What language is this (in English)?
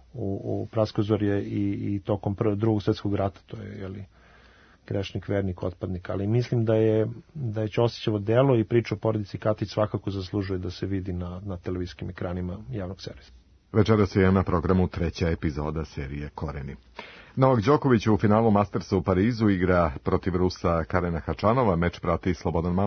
Serbian